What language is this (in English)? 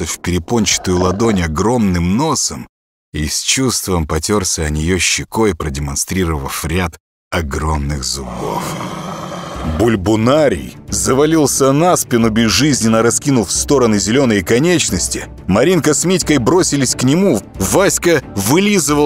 Russian